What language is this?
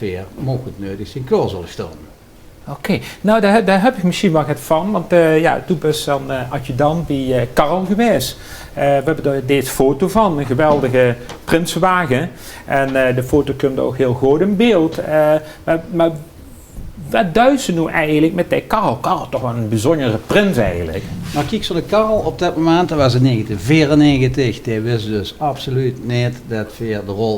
Limburgish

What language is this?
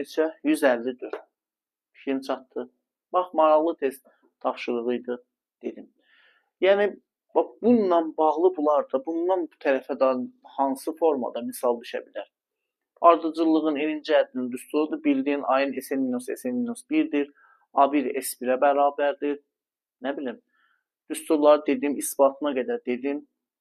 Azerbaijani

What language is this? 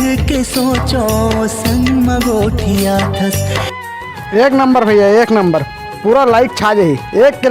Chhattisgarhi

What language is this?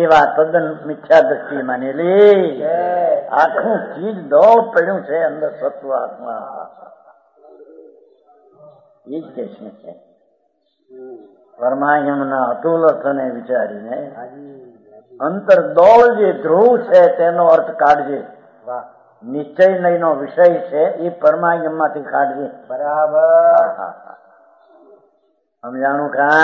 Gujarati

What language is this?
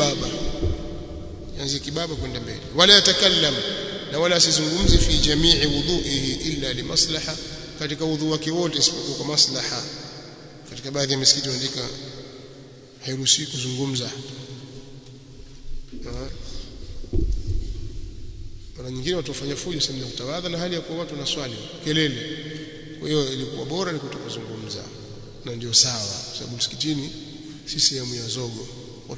Swahili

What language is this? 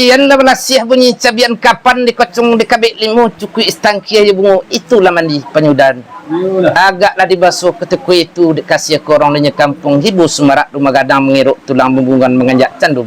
Minangkabau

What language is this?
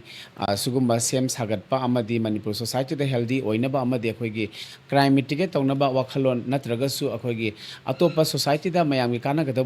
Manipuri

